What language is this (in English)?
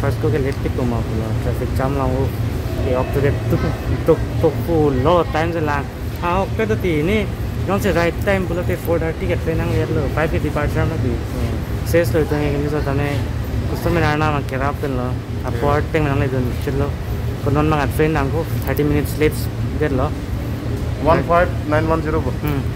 Karbi